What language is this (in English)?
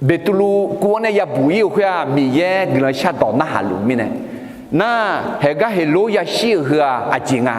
Akha